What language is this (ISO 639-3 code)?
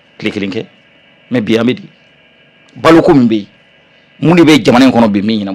bam